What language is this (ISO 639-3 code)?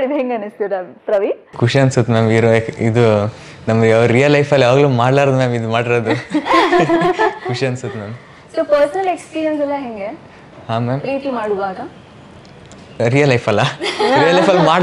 kan